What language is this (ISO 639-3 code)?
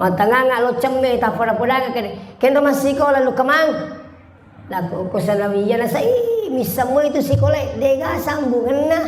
bug